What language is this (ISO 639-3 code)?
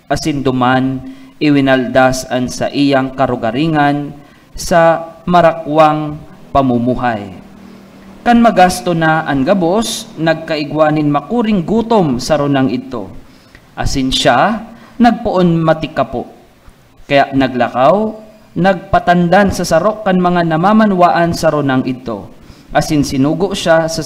bik